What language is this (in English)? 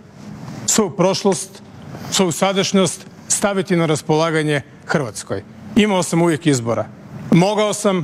Croatian